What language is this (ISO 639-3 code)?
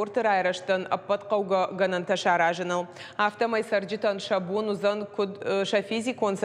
oss